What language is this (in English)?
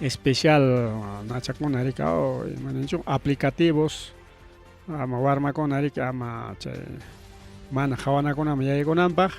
Ayacucho Quechua